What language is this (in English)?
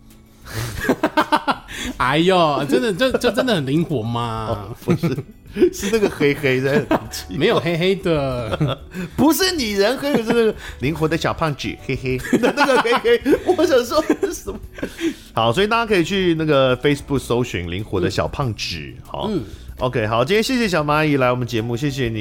Chinese